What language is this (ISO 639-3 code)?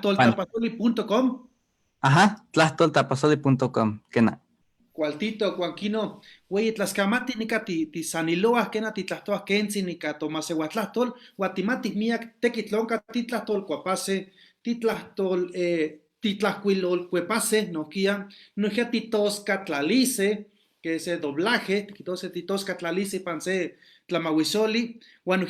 nhe